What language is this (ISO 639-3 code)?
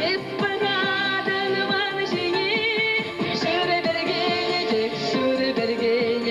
chv